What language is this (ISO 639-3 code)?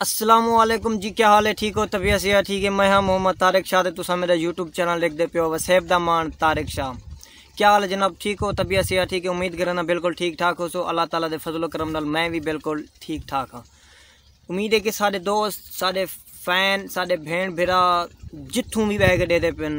skr